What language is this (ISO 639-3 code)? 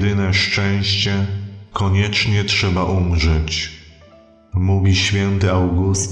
pol